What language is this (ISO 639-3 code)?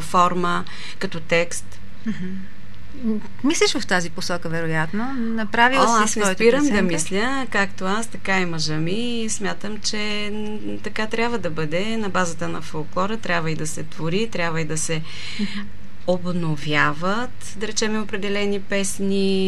bul